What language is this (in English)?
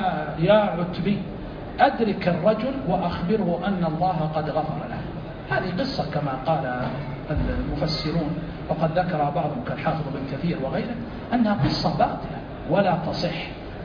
Arabic